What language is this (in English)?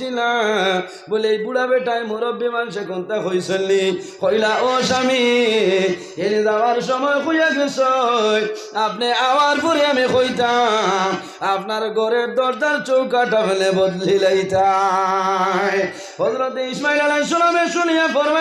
Sylheti